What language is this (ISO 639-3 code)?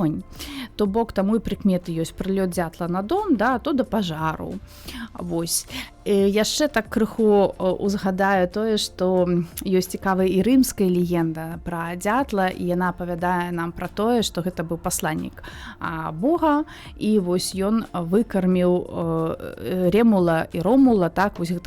bel